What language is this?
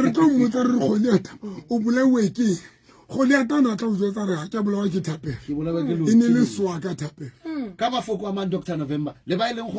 Southern Sotho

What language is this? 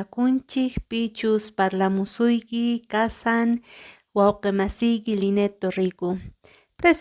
Quechua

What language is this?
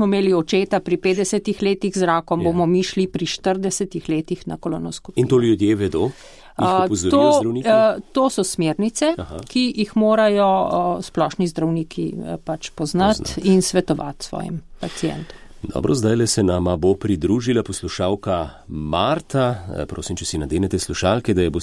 Slovenian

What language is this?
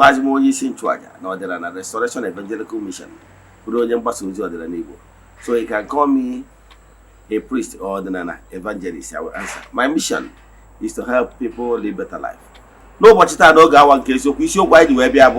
Igbo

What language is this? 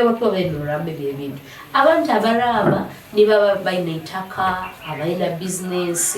Nyoro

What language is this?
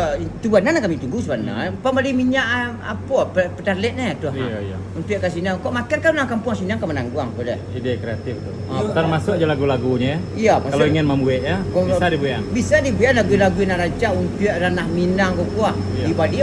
Minangkabau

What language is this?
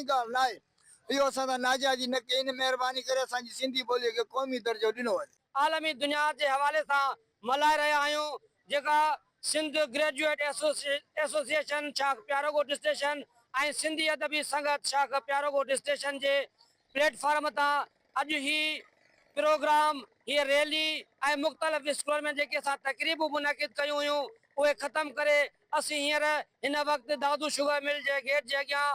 Sindhi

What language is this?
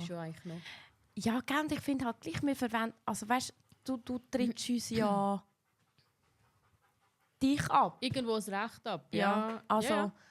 Swiss German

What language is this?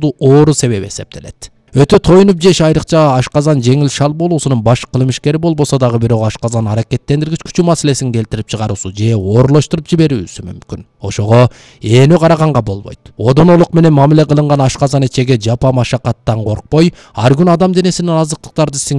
Kyrgyz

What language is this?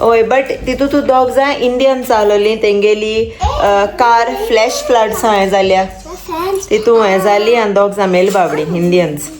Konkani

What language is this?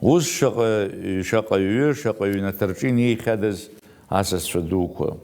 Abkhazian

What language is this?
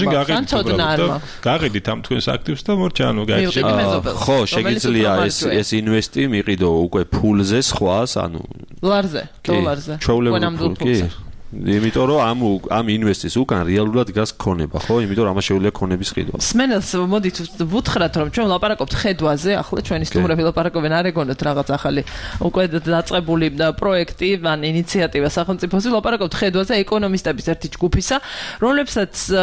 Georgian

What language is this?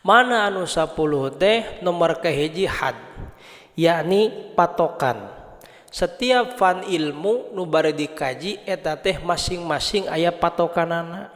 Sundanese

